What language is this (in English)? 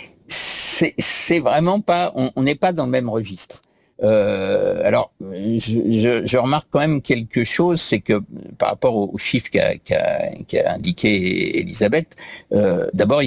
French